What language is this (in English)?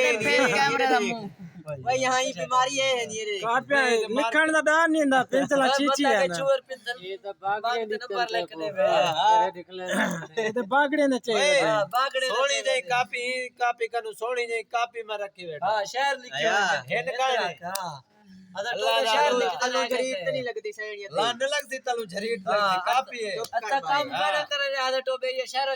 Saraiki